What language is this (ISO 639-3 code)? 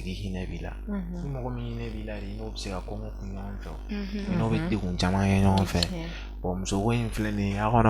bam